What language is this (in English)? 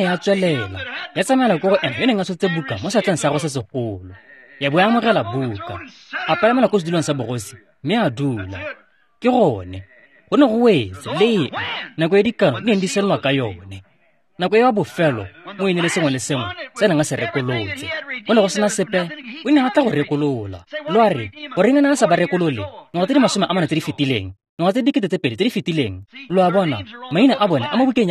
Tswana